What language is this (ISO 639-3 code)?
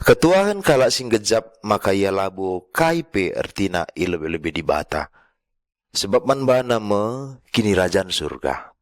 btx